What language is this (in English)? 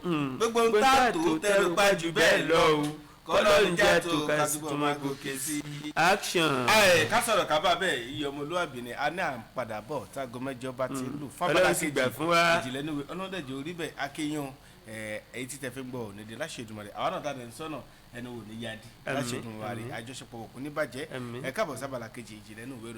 Yoruba